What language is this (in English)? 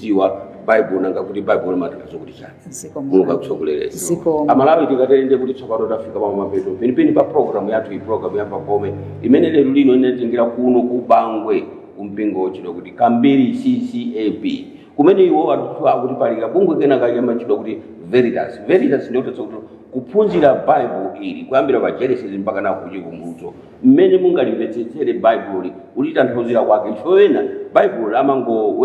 Nyanja